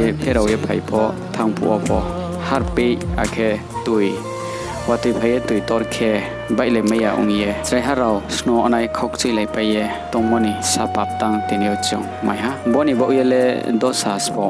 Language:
Riang (India)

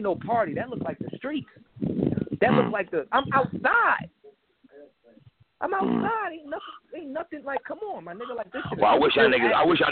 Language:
English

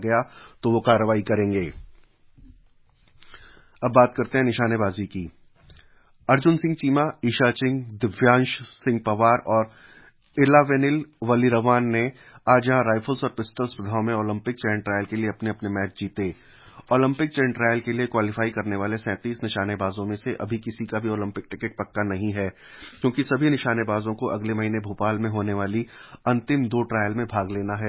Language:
Hindi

